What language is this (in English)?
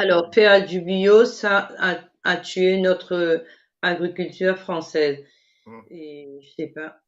Morisyen